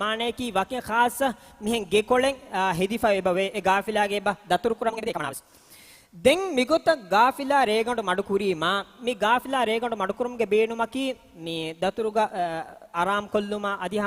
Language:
Divehi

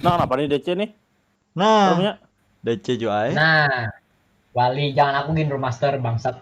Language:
Banjar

